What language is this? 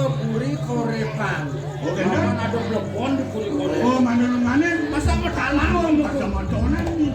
Balinese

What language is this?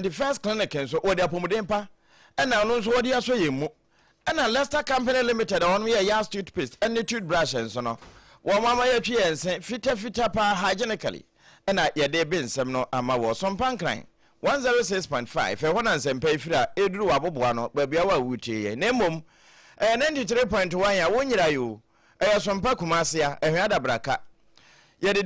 Akan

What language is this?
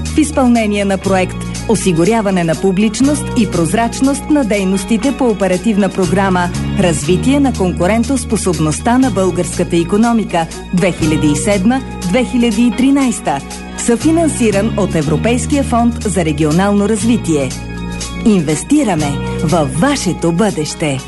Bulgarian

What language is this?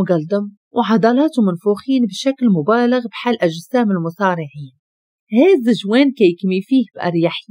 Moroccan Arabic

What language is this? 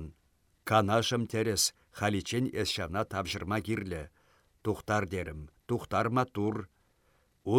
Chuvash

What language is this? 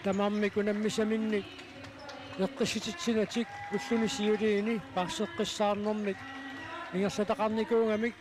Kalaallisut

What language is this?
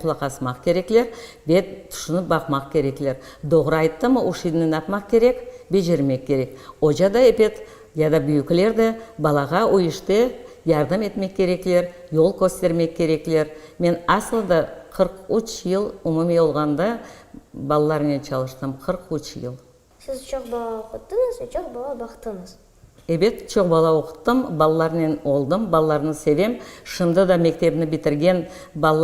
Crimean Tatar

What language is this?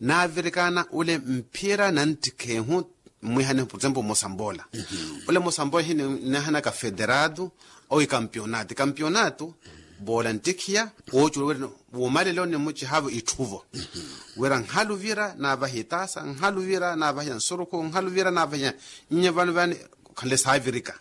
Makhuwa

